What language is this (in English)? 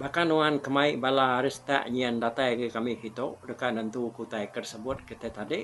Iban